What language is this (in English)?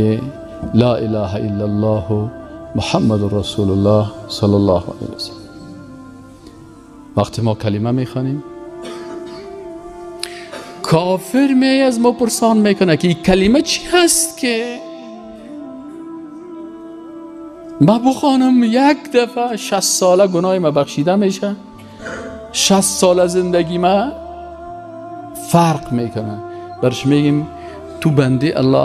Persian